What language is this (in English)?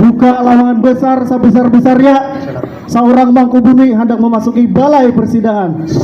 Banjar